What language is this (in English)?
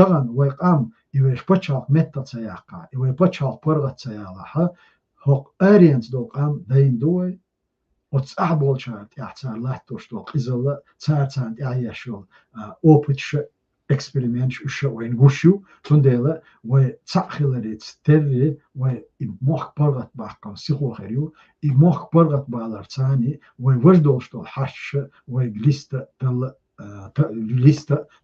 Chechen